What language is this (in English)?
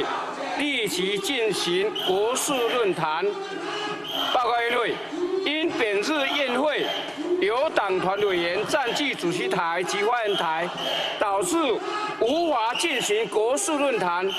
Chinese